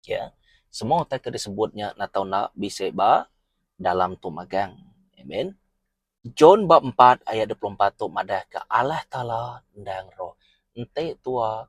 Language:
Iban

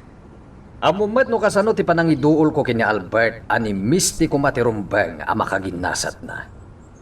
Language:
Iloko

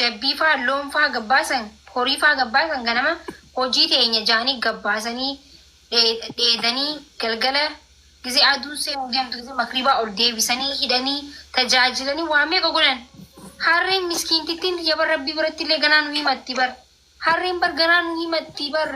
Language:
Oromo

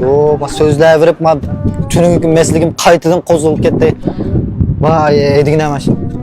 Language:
Uyghur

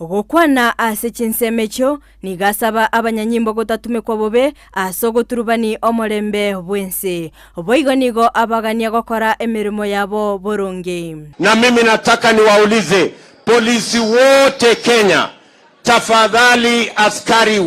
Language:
Gusii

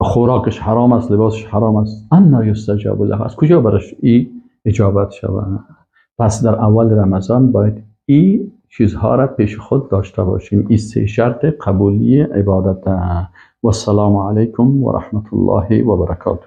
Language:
Persian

